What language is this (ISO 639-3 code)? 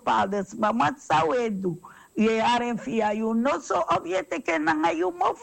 srn